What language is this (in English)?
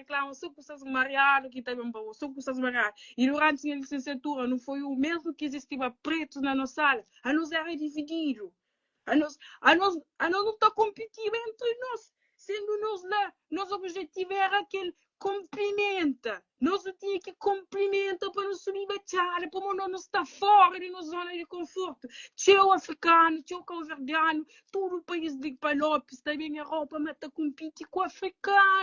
Kabuverdianu